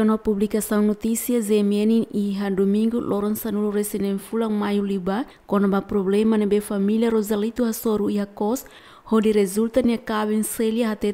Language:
Tetum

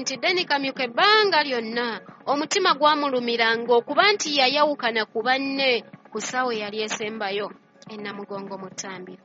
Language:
Ganda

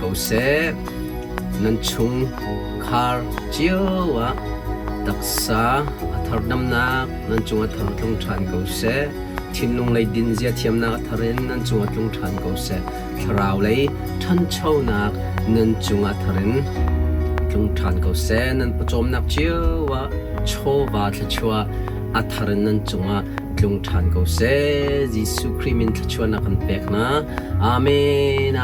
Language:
Hakha Chin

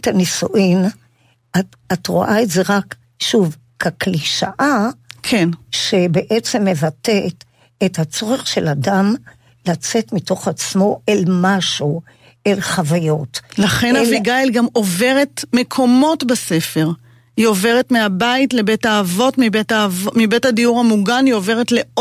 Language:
Hebrew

